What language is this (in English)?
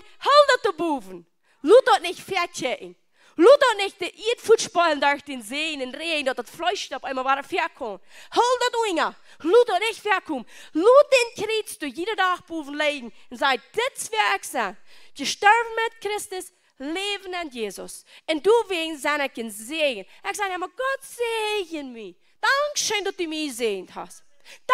Plautdietsch